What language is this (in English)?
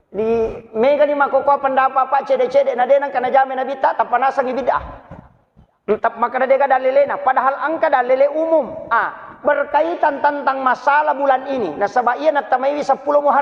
Buginese